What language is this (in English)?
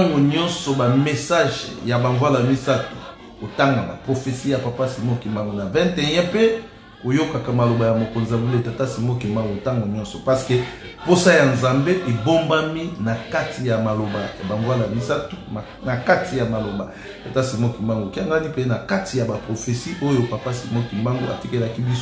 Lingala